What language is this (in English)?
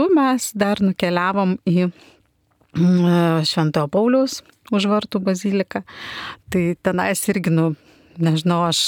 Lithuanian